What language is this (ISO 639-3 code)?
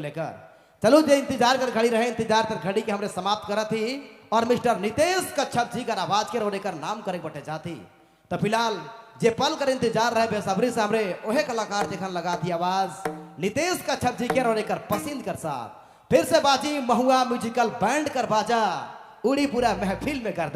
sck